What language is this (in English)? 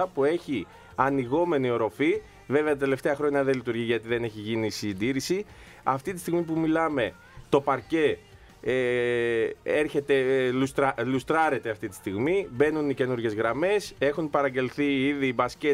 Greek